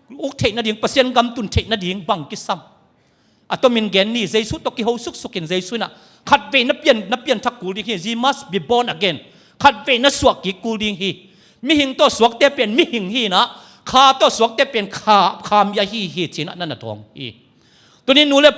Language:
Tedim Chin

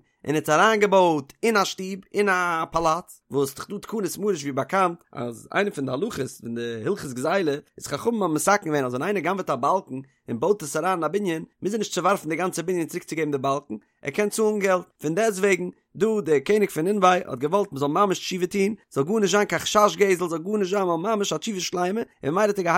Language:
Yiddish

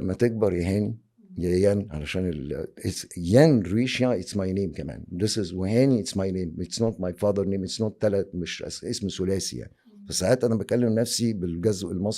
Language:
Egyptian Arabic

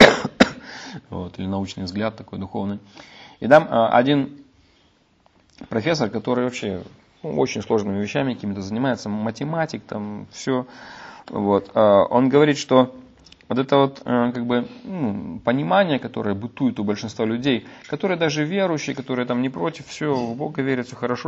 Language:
Russian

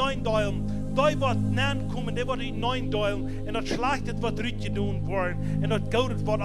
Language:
Plautdietsch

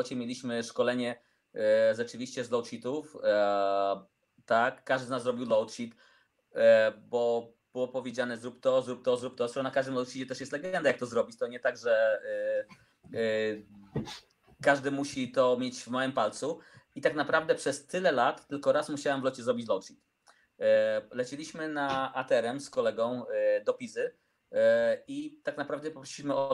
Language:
Polish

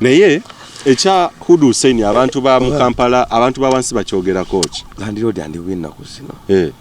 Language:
Ganda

